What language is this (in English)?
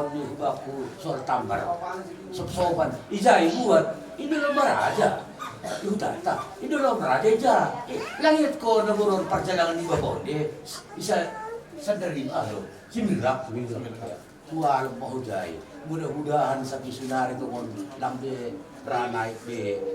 Batak Simalungun